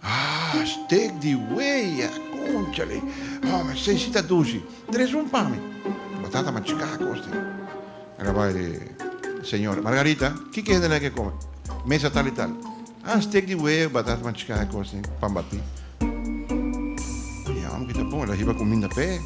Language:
Papiamento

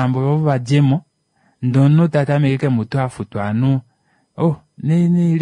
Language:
Kuanyama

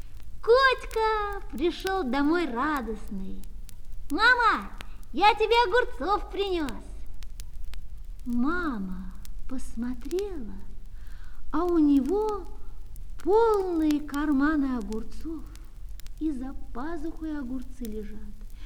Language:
Russian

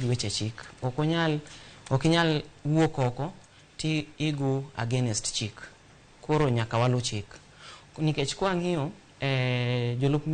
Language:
Luo (Kenya and Tanzania)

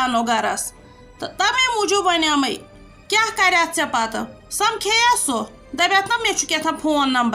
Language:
Kashmiri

